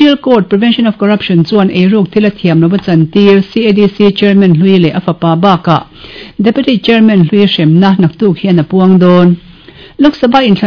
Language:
Mizo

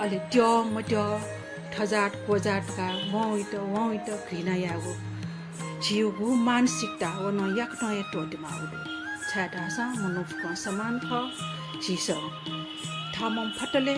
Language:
Newari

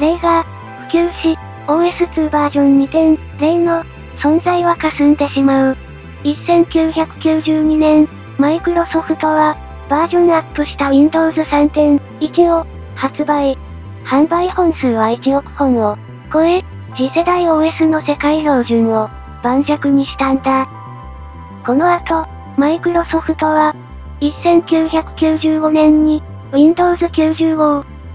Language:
Japanese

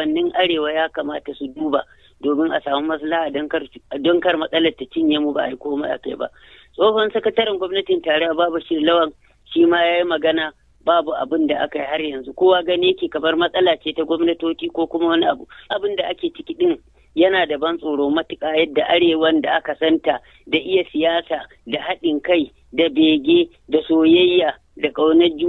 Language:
Hausa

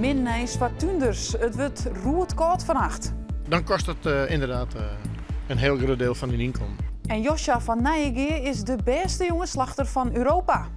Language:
Western Frisian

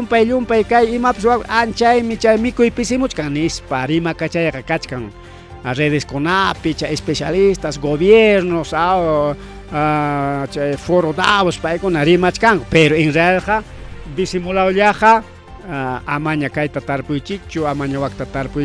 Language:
Ayacucho Quechua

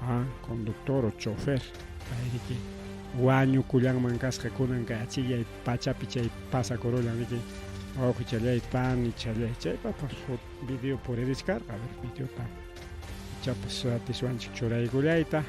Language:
Ayacucho Quechua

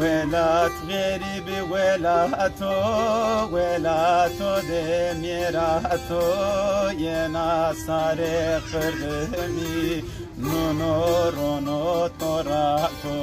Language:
Zaza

